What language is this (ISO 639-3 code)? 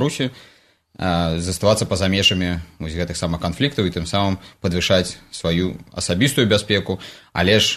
bel